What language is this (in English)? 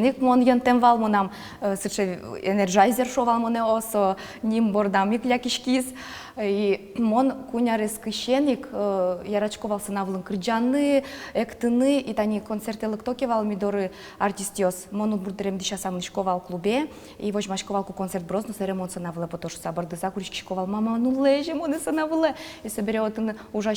Udmurt